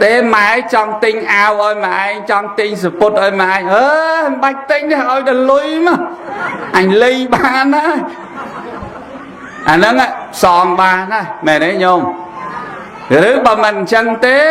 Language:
Khmer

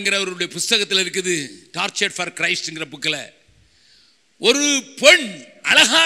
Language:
Tamil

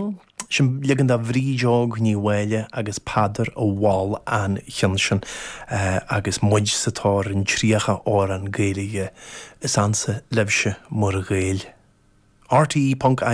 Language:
Irish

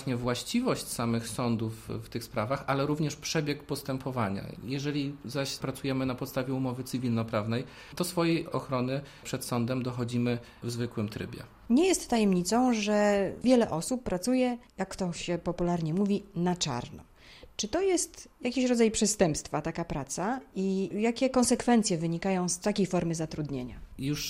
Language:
Polish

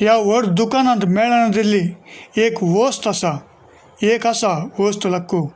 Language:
Konkani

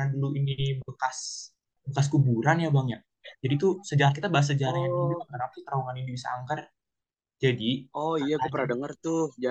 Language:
Indonesian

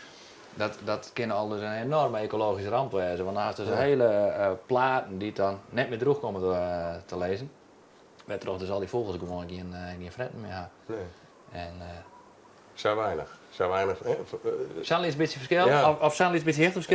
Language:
Western Frisian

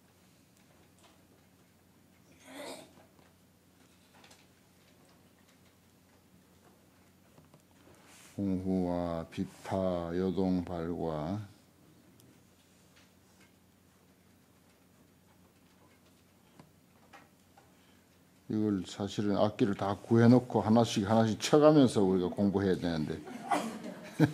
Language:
Korean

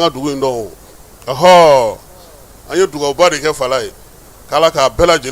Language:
Bambara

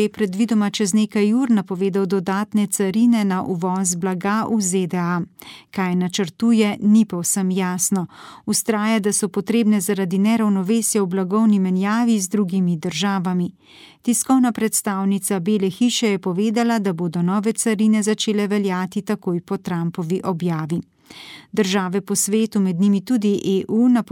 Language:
Slovenian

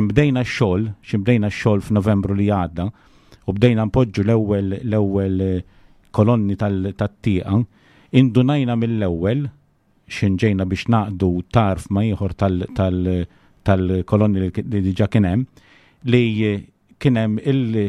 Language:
Maltese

